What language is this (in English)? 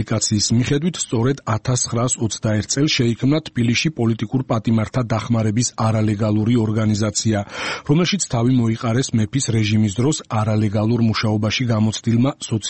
Georgian